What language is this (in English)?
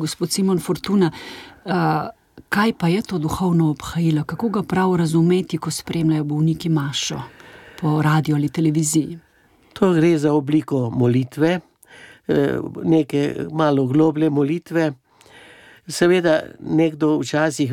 Slovenian